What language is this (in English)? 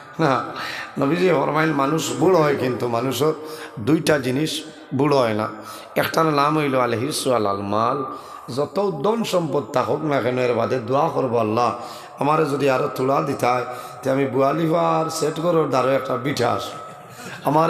Sylheti